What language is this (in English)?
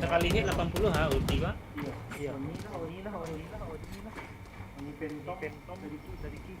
Minangkabau